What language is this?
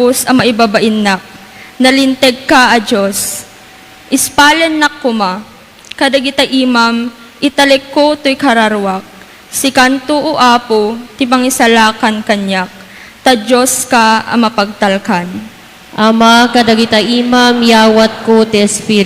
Iloko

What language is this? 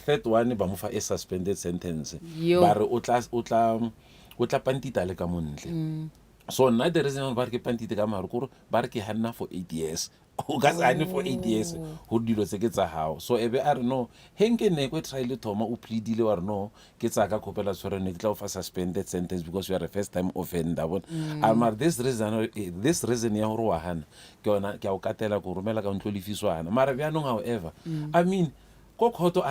Northern Sotho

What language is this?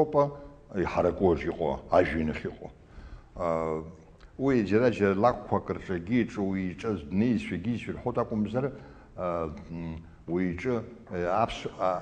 Abkhazian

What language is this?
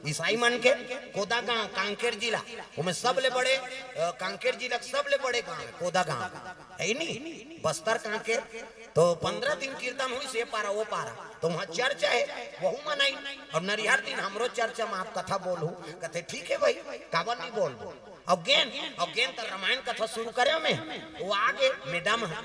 Chhattisgarhi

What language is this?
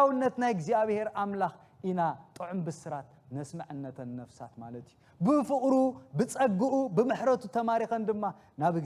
Tigrinya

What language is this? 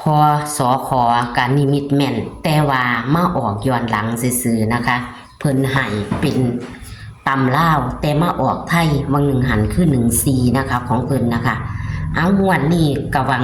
Northeastern Thai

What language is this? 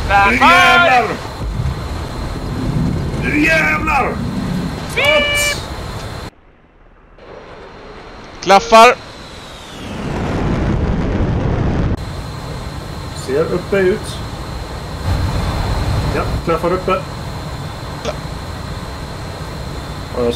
Swedish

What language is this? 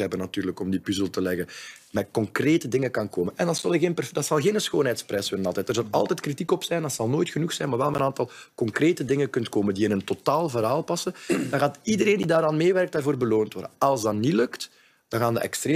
Dutch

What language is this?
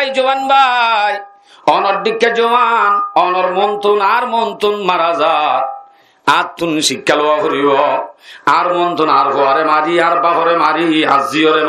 Rohingya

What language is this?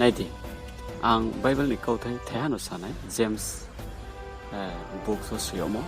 Riang (India)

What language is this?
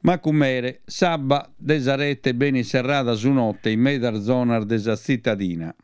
Sardinian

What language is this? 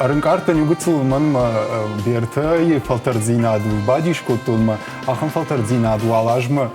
Ossetic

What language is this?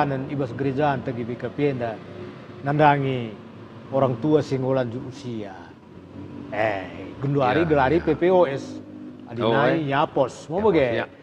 Batak Karo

